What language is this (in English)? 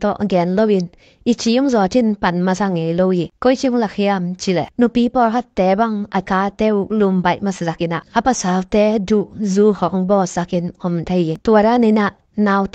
Tedim Chin